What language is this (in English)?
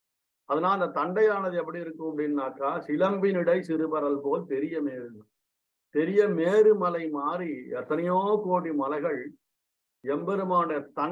Tamil